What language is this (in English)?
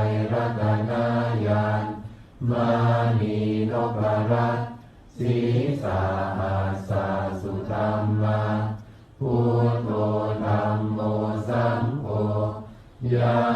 Pali